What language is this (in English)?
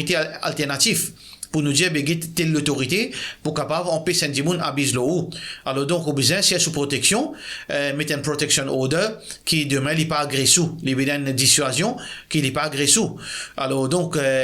Morisyen